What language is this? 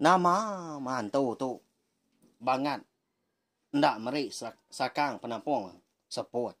Iban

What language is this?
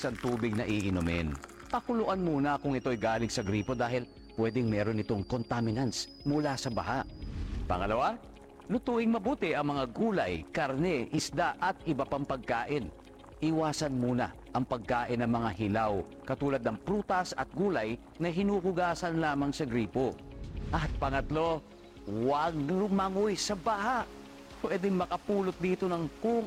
Filipino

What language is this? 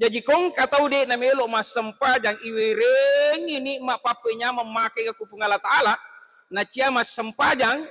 Buginese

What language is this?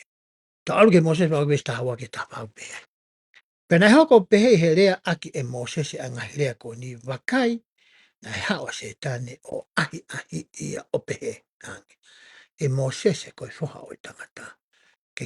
Tongan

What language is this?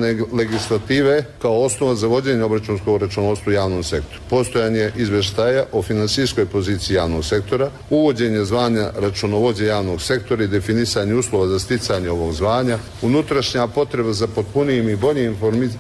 Croatian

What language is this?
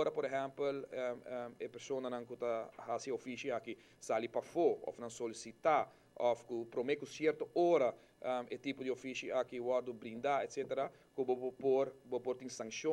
Papiamento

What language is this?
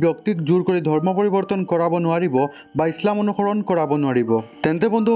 Assamese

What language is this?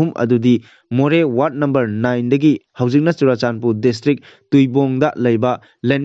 Manipuri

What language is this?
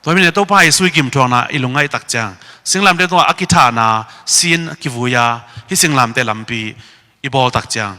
Tedim Chin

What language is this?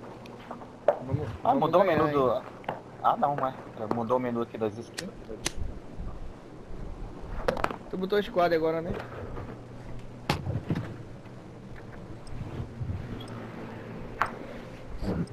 Portuguese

